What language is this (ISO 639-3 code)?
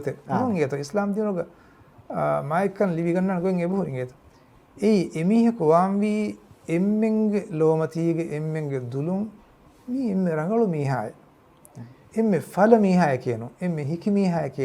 div